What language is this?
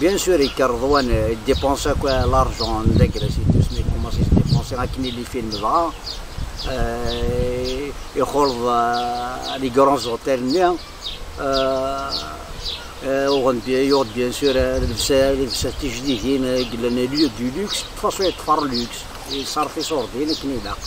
Kabyle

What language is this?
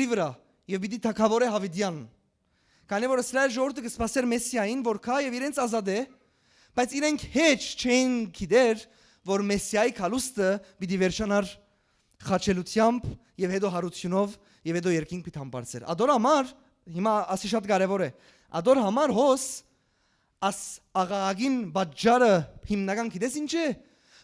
Western Armenian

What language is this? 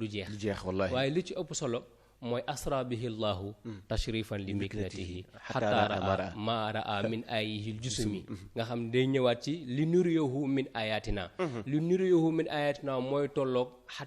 Wolof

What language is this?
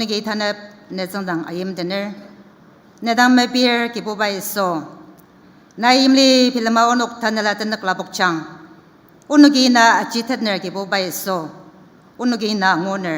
Ao Naga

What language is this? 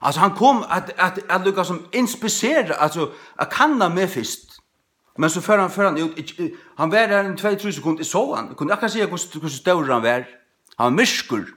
Faroese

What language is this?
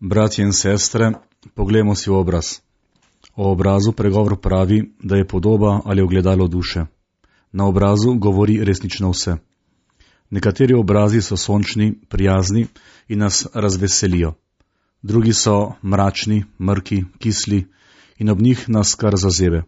Slovenian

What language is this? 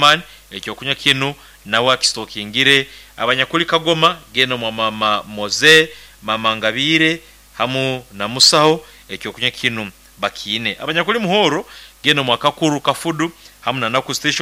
Nyoro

